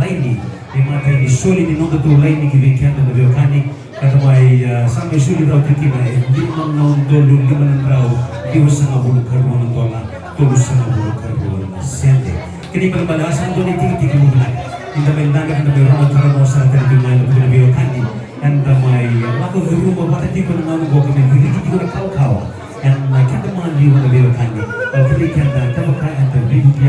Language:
Fijian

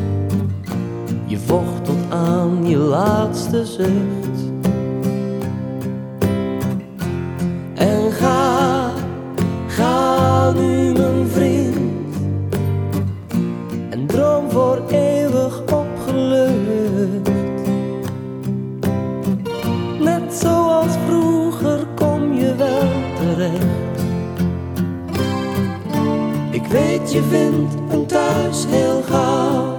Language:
Dutch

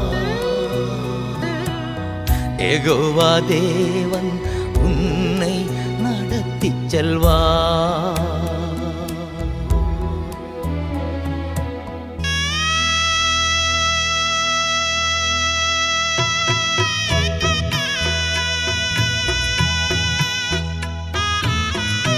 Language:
Tamil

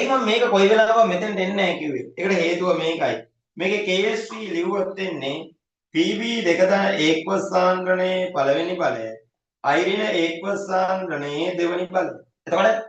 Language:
Sinhala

